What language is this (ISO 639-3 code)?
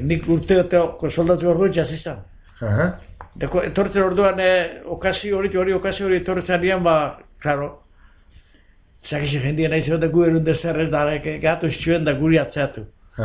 eus